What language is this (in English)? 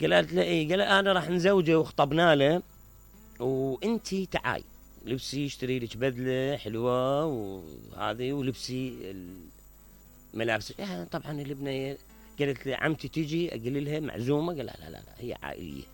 Mesopotamian Arabic